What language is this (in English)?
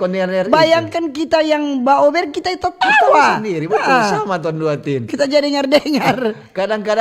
Manado Malay